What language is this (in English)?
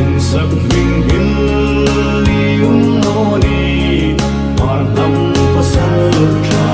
Hmar